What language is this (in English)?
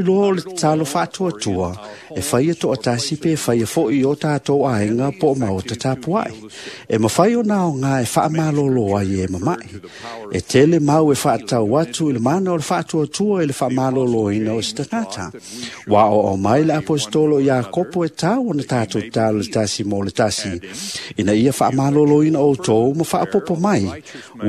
Samoan